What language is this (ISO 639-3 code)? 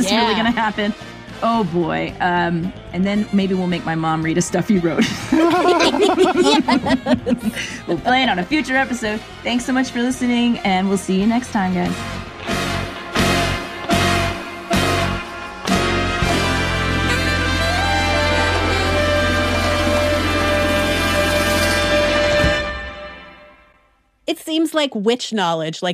eng